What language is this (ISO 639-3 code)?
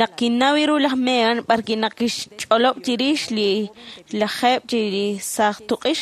kek